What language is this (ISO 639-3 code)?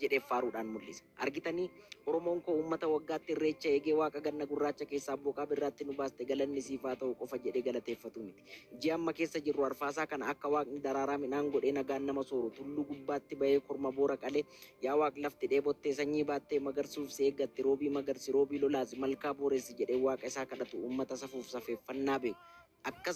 orm